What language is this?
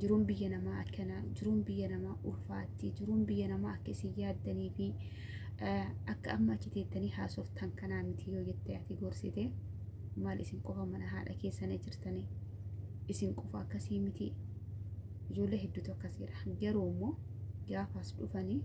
Oromo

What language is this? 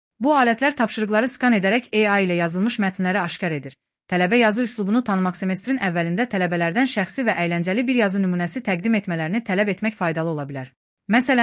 Azerbaijani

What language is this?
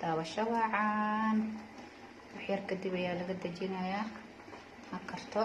Somali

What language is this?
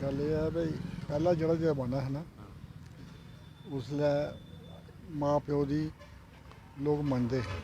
Dogri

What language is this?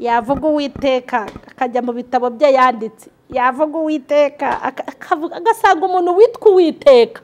Kinyarwanda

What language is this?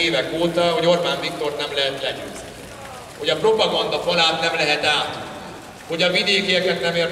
Hungarian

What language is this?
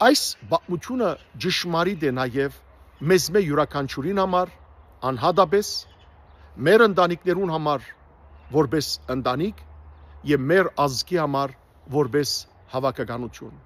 Western Armenian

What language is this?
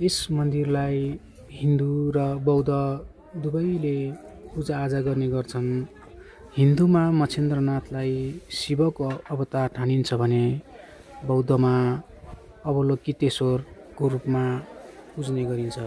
Nepali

